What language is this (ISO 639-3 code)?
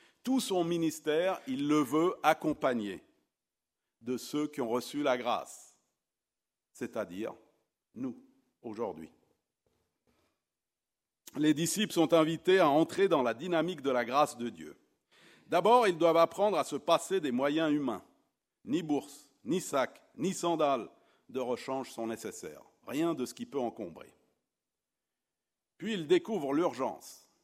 fra